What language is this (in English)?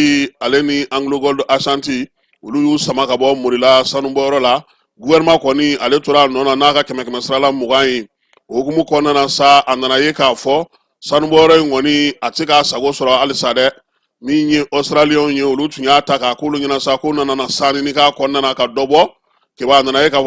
Bambara